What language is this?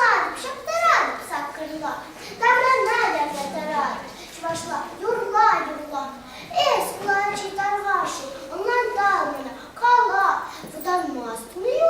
Chuvash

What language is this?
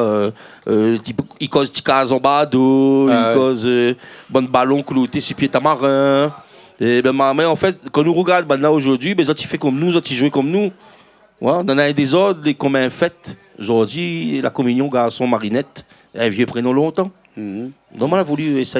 Réunion Creole French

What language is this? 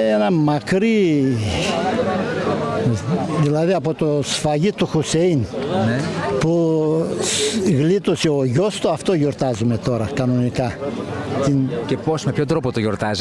Greek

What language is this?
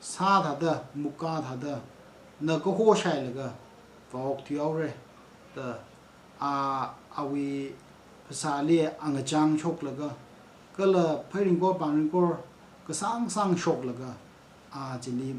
Tangkhul Naga (India)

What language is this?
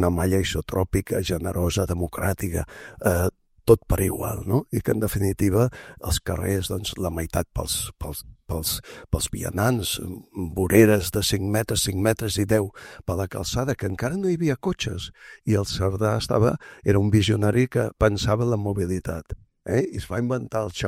Catalan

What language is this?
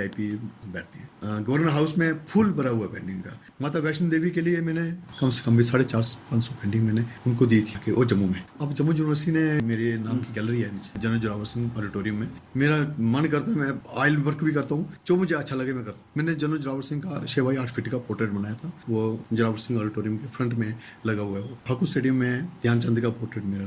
Gujari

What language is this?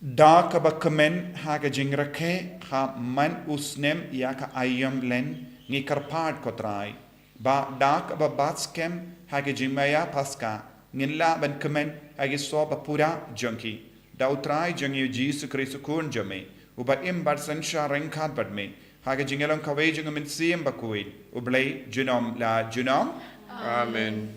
Khasi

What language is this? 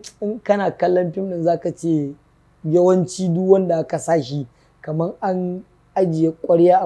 Hausa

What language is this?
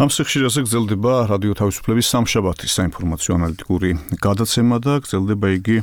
Georgian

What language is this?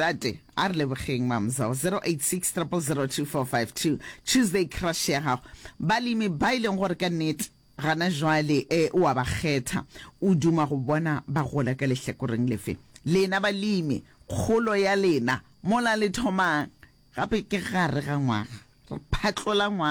Northern Sotho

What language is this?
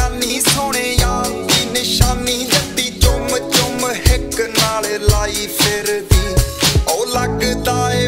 Punjabi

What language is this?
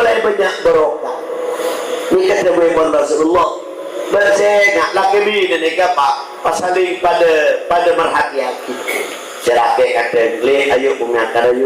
Madurese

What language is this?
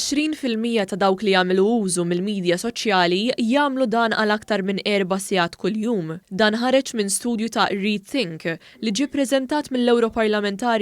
Maltese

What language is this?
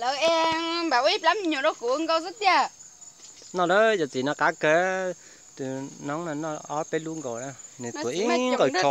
Hmong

